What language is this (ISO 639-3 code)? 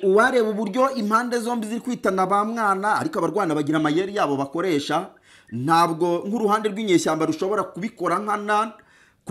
kin